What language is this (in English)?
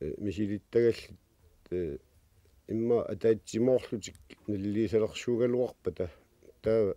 Kalaallisut